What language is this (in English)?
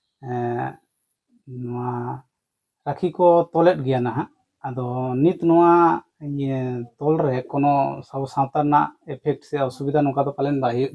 Santali